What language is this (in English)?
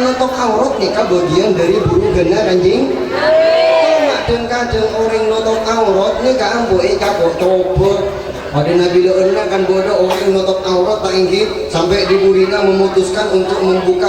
Madurese